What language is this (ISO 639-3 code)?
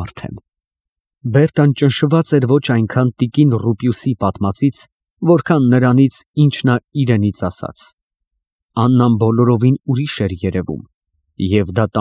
hye